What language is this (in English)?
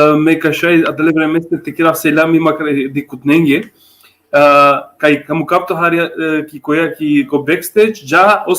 Balkan Romani